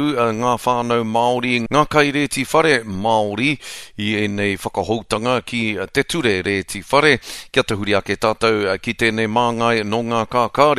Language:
Māori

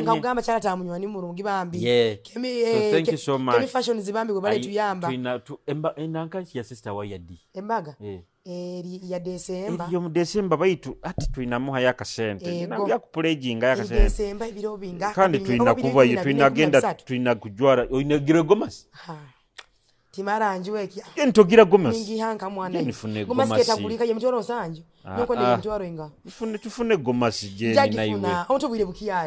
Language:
Nyoro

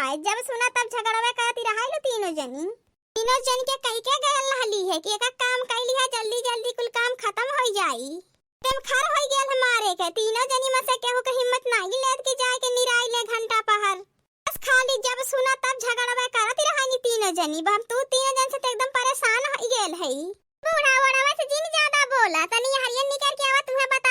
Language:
Awadhi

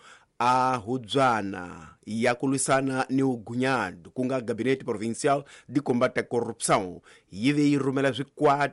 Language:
Tsonga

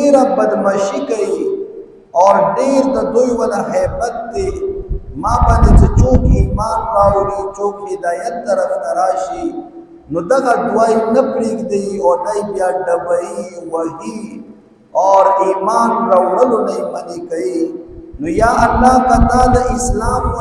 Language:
Pashto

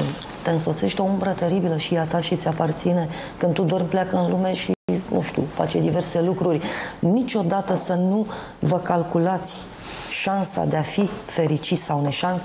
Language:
Romanian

